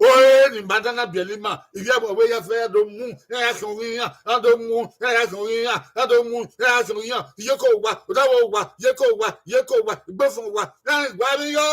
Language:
Bini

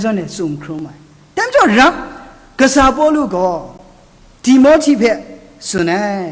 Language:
Kachin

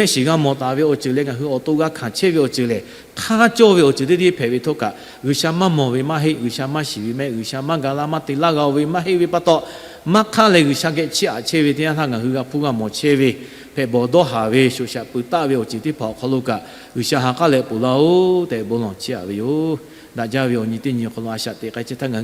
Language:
Lahu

